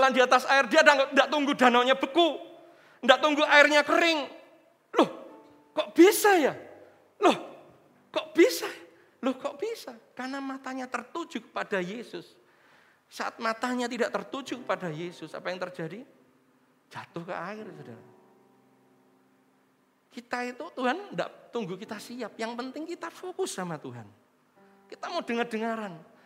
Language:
Indonesian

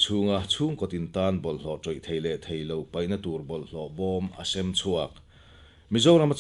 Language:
Mizo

